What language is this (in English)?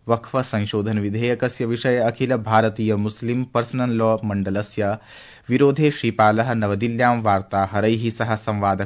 Sanskrit